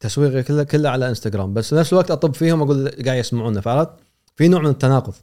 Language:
Gulf Arabic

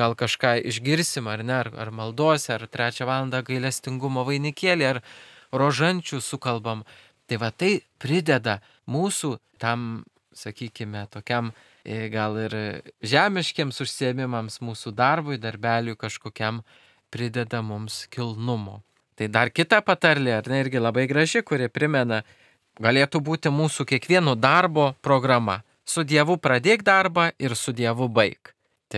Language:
Lithuanian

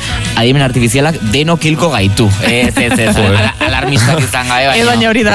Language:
Basque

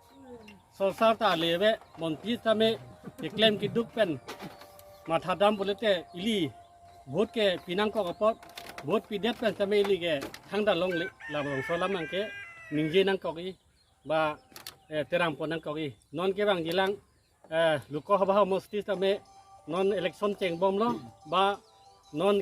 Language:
Karbi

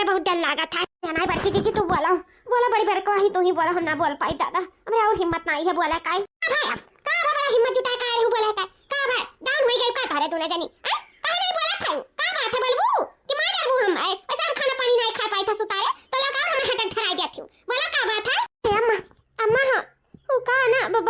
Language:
Awadhi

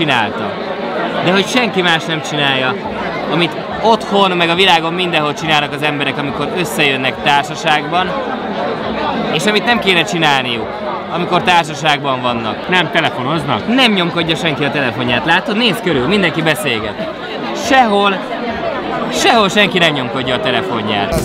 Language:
Hungarian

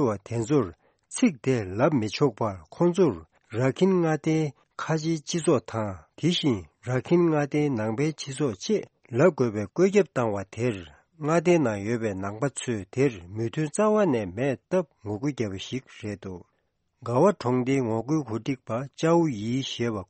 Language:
Tibetan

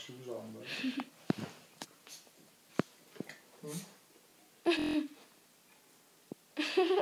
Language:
Norwegian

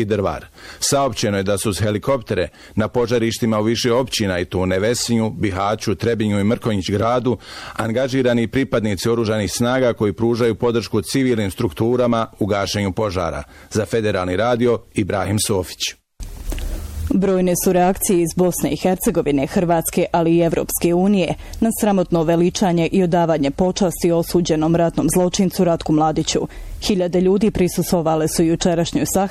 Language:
Bosnian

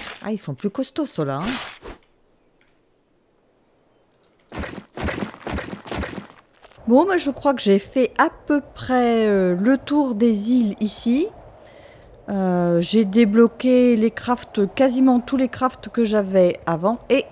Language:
French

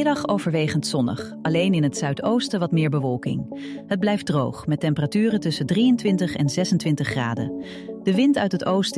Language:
Dutch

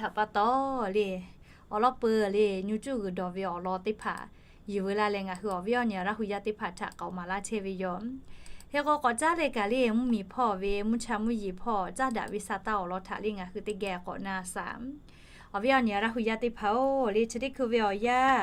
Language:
Lahu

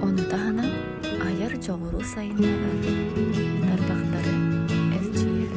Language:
Yakut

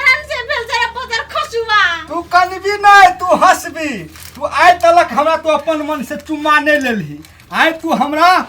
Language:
Maithili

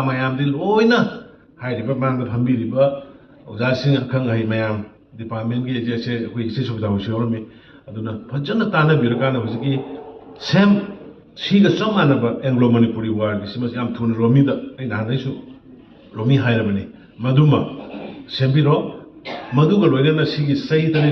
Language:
Manipuri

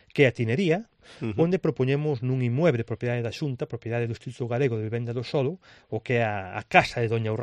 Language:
Galician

